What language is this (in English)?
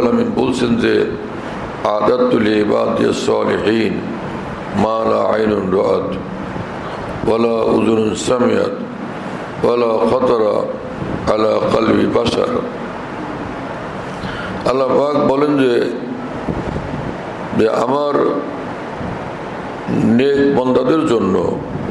Bangla